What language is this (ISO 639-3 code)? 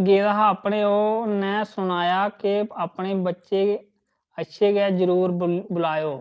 doi